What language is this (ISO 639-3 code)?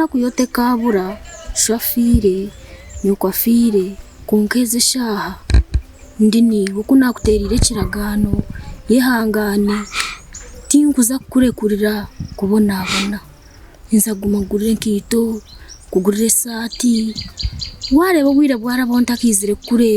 nyn